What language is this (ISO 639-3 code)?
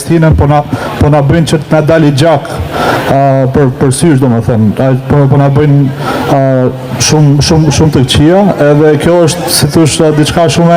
sqi